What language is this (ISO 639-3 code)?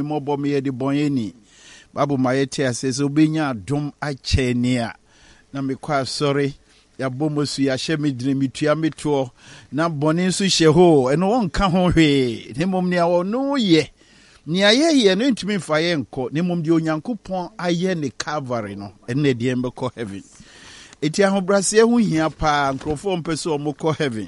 aka